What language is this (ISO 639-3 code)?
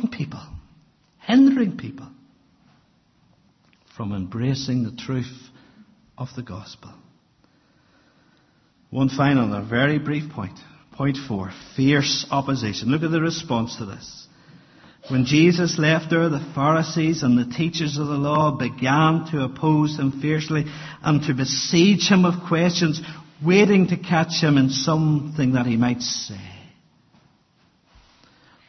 eng